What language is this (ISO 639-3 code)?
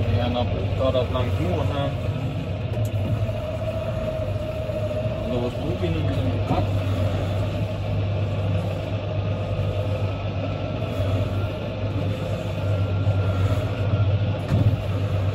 dan